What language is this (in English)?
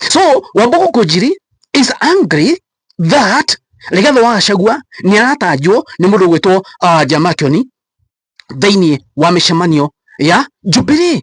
Kikuyu